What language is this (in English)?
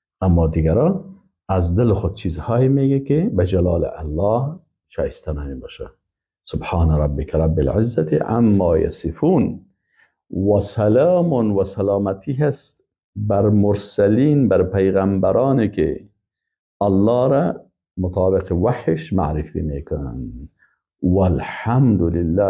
Persian